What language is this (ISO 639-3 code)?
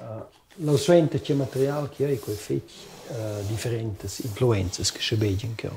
roh